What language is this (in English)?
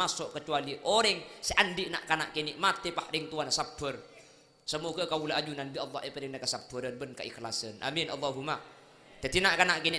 Madurese